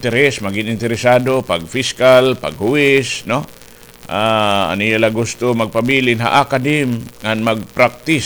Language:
Waray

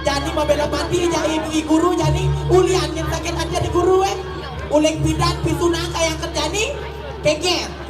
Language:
Balinese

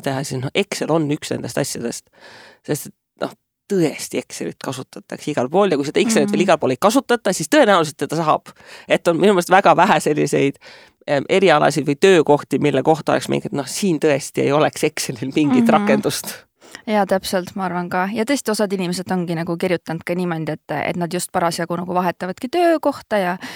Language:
Estonian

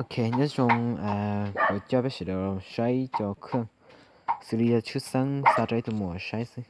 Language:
Hmong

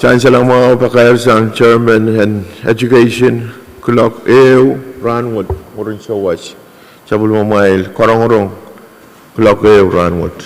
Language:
Pohnpeian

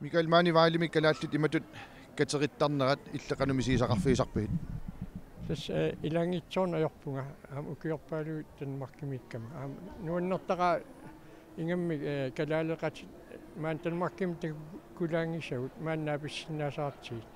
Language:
Kalaallisut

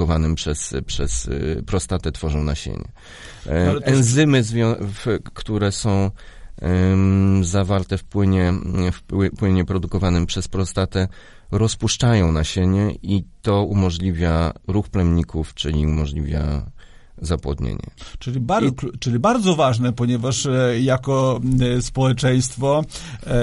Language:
Polish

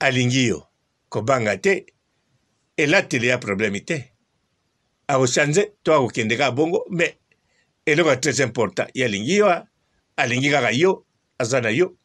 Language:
Lingala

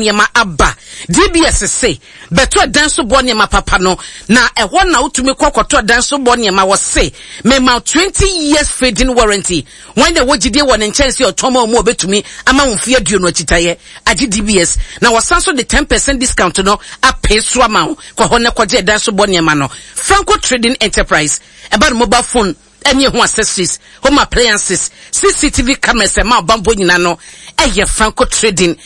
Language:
Akan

